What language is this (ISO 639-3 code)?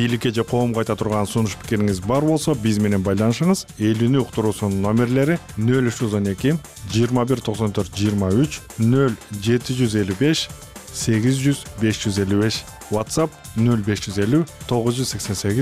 kir